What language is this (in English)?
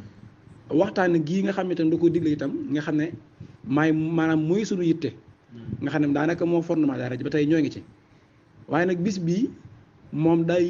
Wolof